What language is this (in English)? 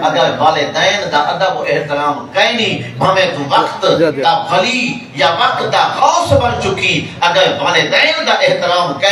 Saraiki